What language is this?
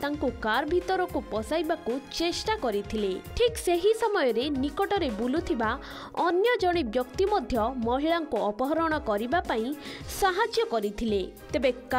Odia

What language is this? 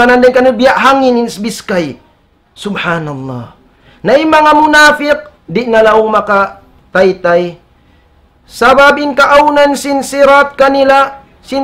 Tausug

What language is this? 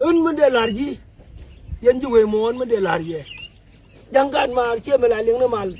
Nuer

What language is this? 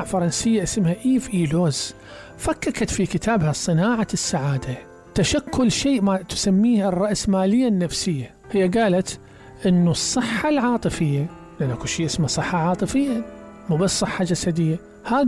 Mesopotamian Arabic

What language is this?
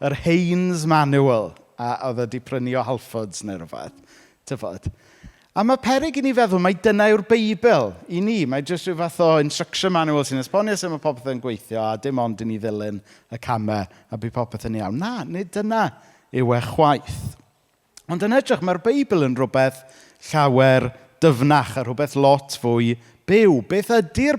Welsh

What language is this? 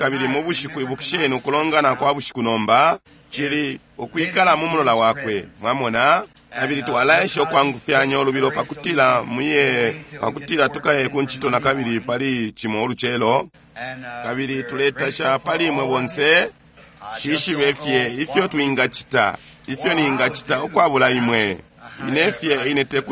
Bemba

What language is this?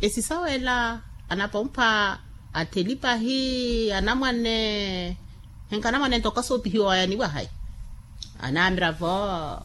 Makhuwa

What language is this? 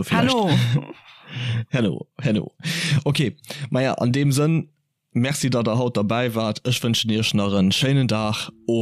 Luxembourgish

